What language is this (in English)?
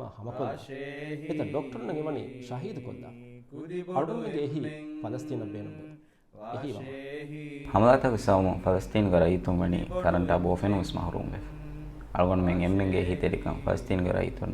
Divehi